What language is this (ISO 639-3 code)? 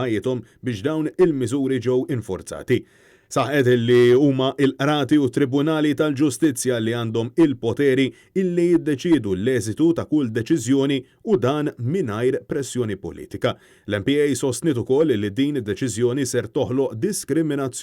mlt